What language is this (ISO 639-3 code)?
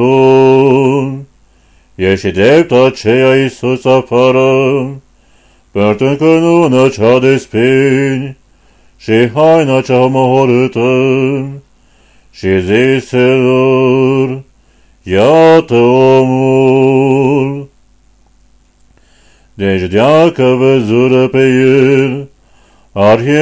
ron